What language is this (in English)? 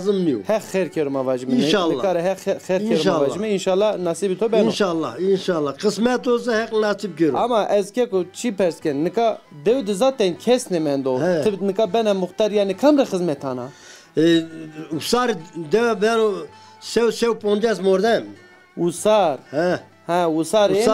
Zaza